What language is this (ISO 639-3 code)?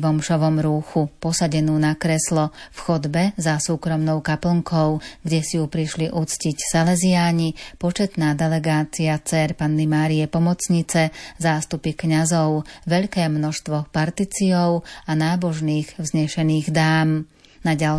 slk